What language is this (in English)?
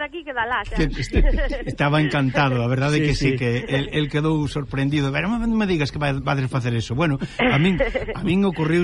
Galician